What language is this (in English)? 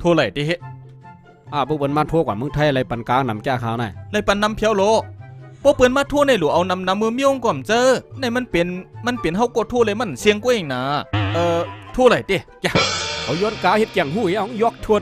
Shan